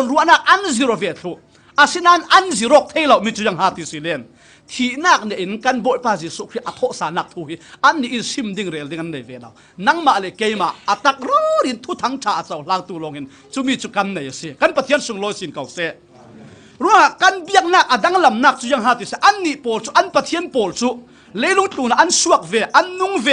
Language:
Falam Chin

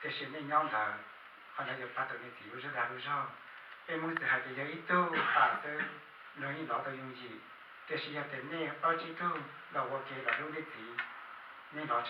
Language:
Hmong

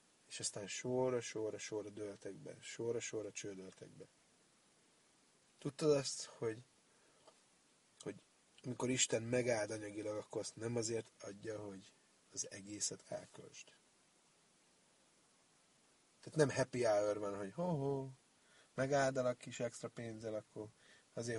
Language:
Hungarian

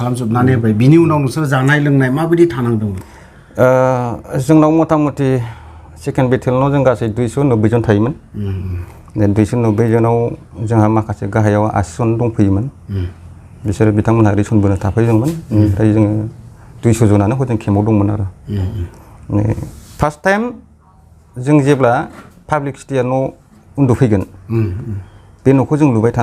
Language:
Bodo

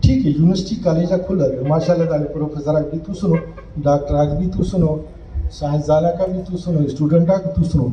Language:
Brahui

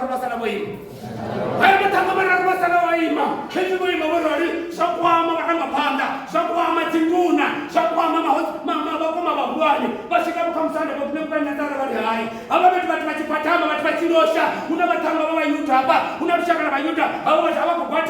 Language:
Venda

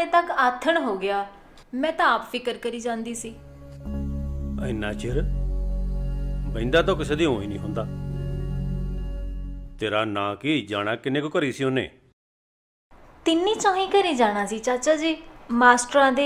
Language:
Punjabi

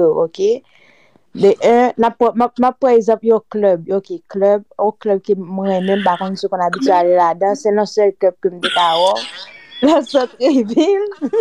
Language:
Haitian Creole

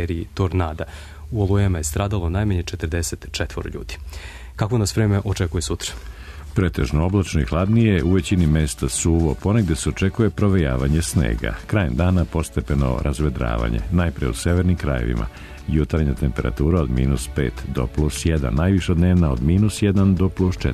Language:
Serbian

